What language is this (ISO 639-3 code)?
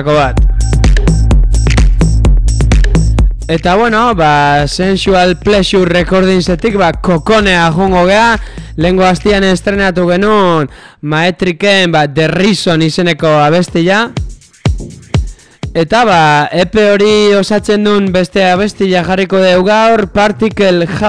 eus